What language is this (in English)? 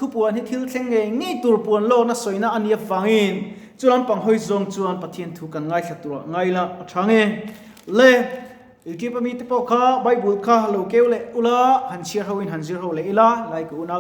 Mizo